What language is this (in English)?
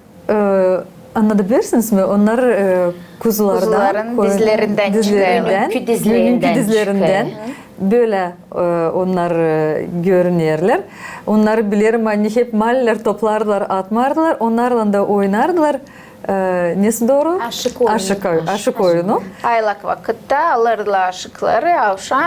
Gagauz